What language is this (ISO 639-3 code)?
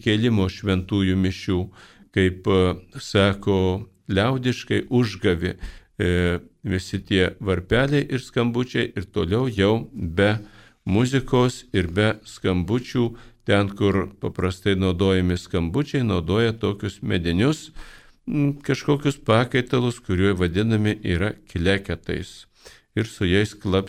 lit